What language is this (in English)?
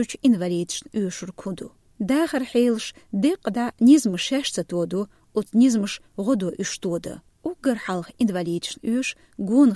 Chechen